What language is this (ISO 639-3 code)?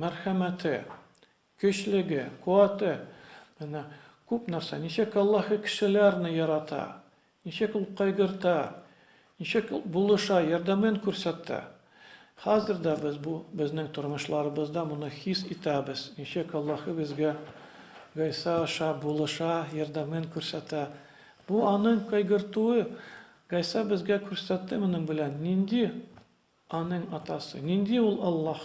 tat